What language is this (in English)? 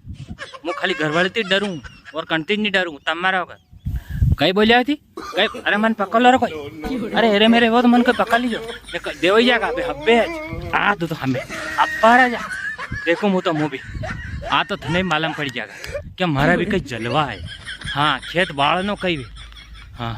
Rajasthani